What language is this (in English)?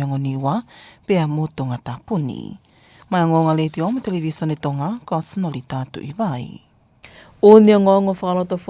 Tongan